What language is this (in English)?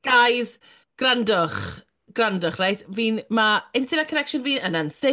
Welsh